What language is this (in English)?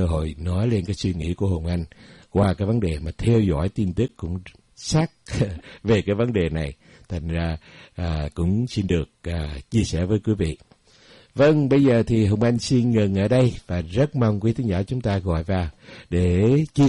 Vietnamese